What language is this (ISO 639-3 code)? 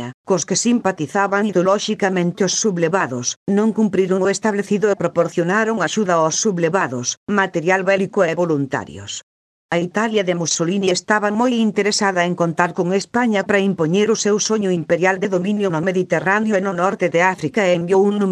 glg